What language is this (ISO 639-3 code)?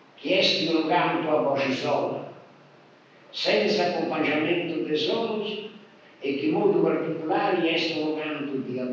srd